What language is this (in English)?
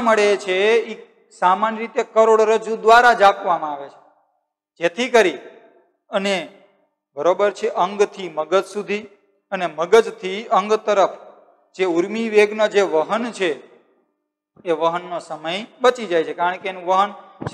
Gujarati